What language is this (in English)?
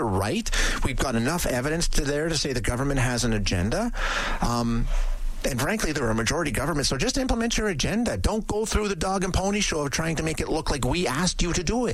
English